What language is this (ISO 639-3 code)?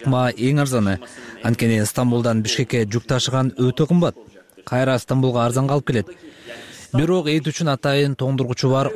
kir